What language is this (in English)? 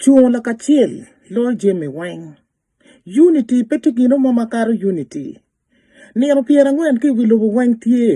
Acoli